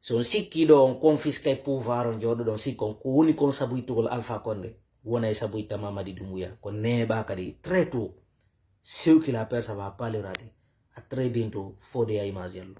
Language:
Fula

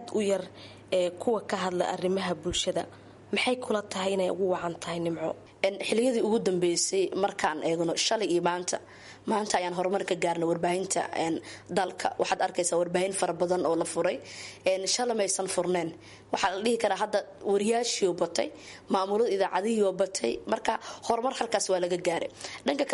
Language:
Somali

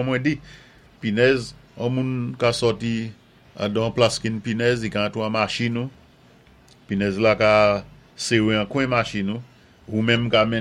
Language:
Saint Lucian Creole French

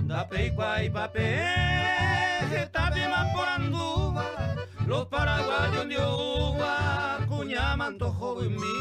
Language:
Guarani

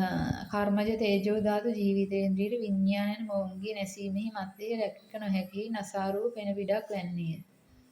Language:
Sinhala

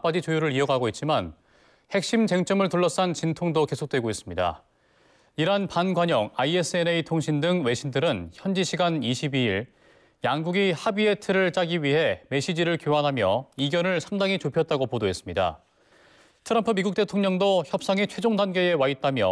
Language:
Korean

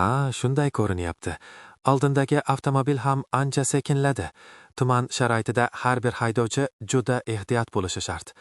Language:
Uzbek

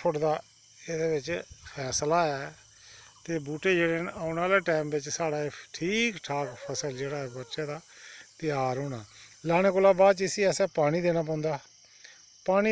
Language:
Dogri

